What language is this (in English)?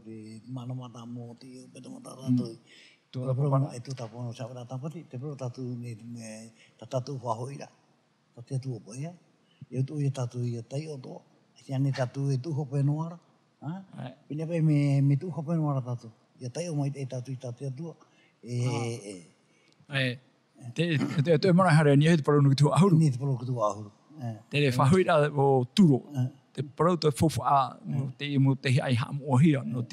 Tahitian